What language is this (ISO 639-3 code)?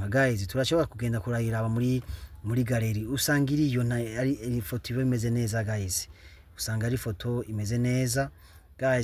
run